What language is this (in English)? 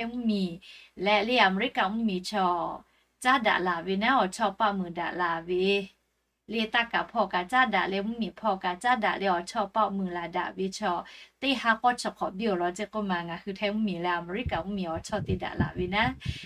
Lahu